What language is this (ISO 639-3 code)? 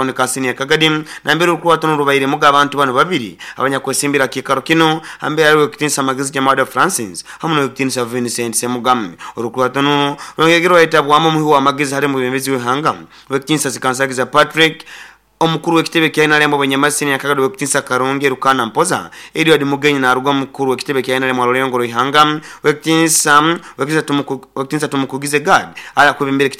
nyo